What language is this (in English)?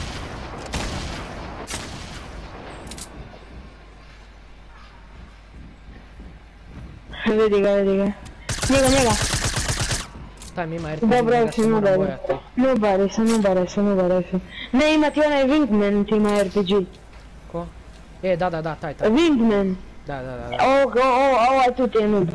Croatian